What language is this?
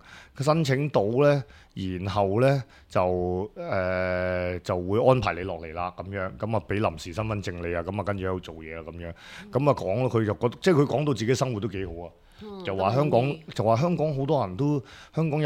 Cantonese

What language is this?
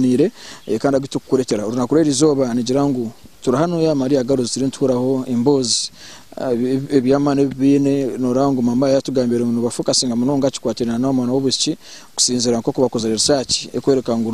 Nyankole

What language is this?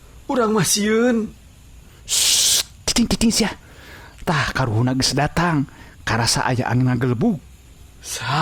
Sundanese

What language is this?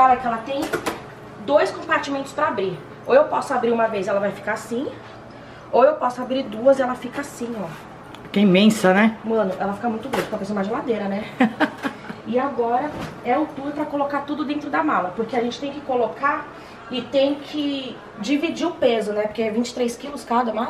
Portuguese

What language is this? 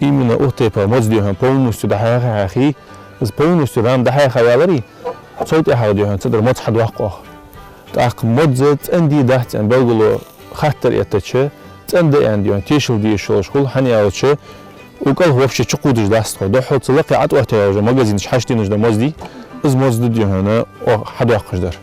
Ingush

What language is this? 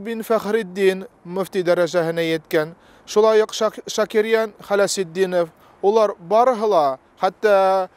Bashkir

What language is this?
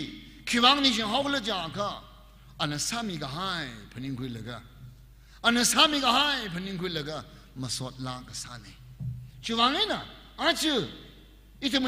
Tangkhul Naga (India)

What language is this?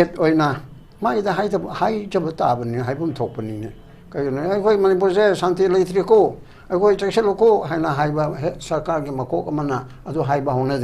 Manipuri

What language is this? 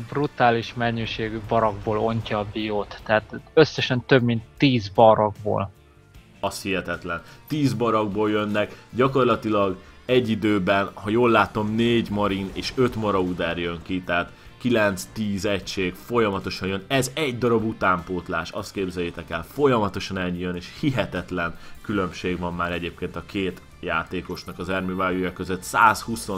Hungarian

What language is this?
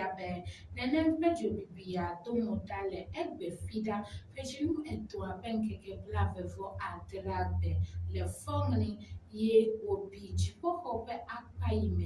Ewe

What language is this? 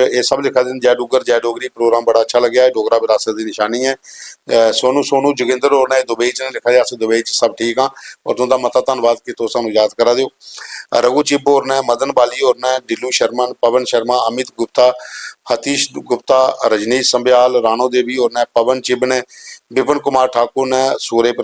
Dogri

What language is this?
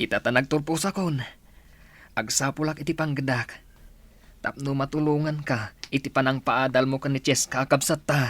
Iloko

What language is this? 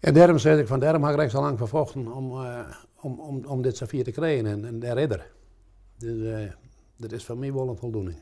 Western Frisian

